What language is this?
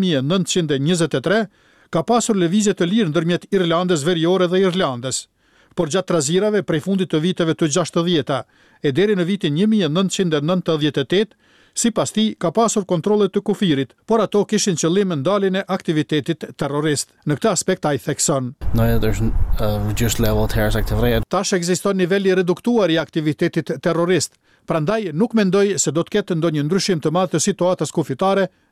Albanian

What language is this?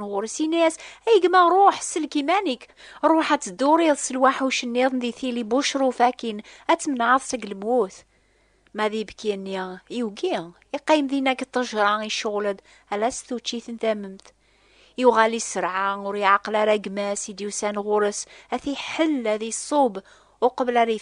Kabyle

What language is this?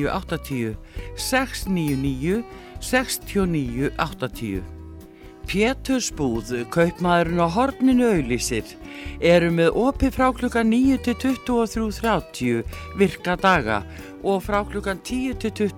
Icelandic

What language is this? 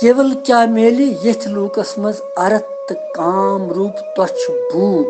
Kashmiri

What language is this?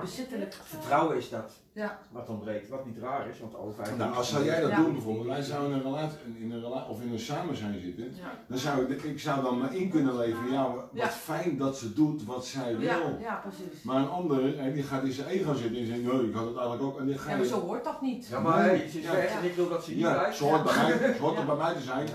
Dutch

